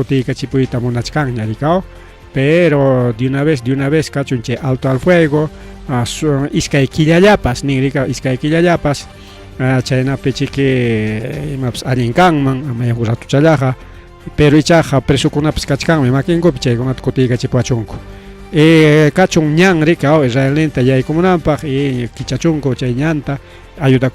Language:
Ayacucho Quechua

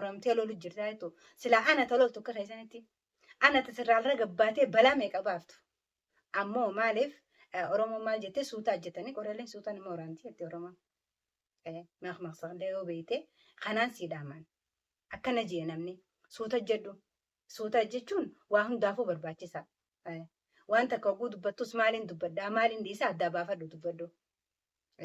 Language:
Oromo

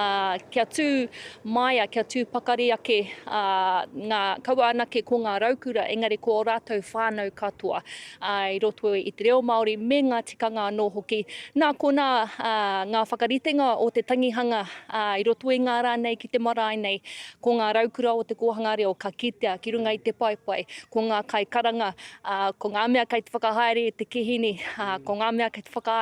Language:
Māori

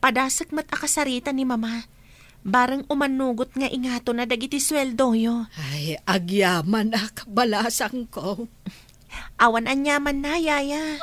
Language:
Iloko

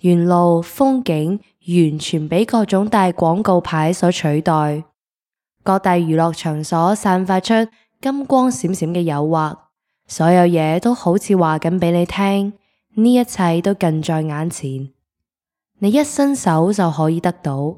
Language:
Cantonese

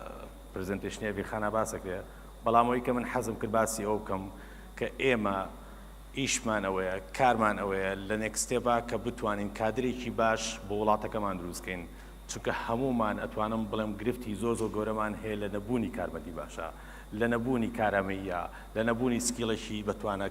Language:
Central Kurdish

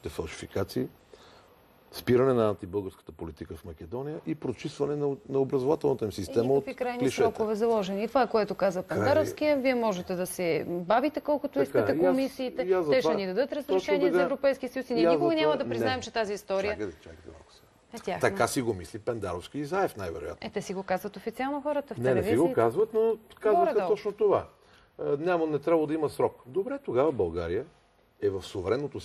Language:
Bulgarian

